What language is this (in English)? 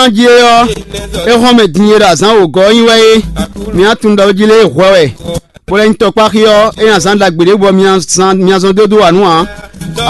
Fon